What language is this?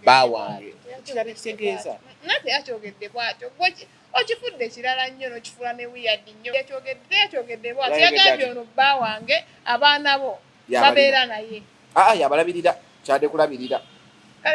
Ganda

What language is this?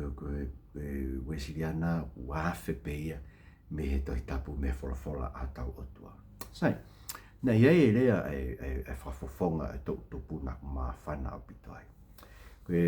Tongan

